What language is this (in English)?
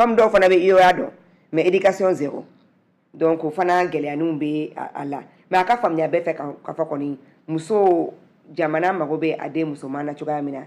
Bambara